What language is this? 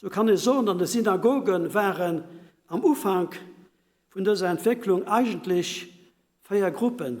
Luxembourgish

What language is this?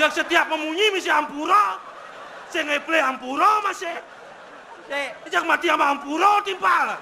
Balinese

